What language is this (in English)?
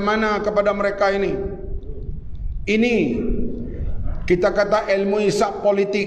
Malay